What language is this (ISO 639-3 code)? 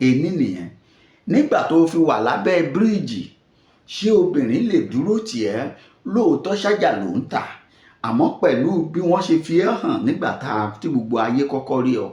yor